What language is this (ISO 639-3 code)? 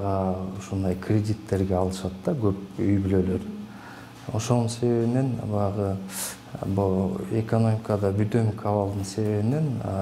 kir